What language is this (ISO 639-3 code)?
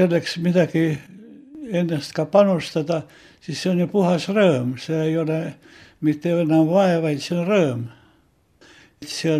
est